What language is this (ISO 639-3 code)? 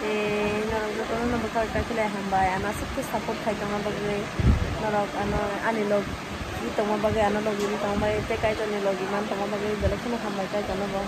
trp